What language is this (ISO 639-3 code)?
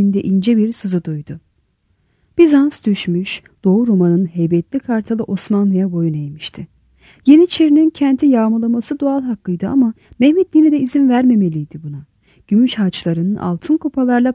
tur